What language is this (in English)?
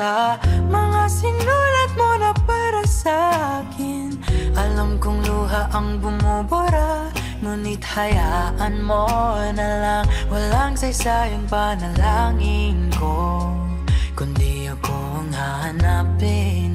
Filipino